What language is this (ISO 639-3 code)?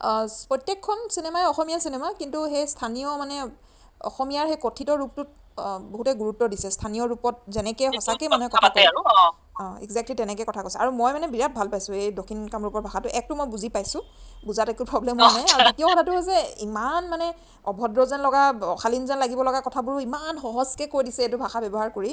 asm